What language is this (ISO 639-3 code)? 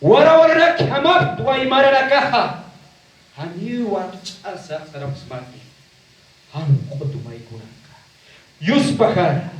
aym